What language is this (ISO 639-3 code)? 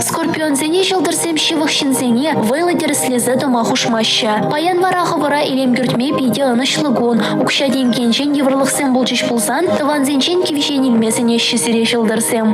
chv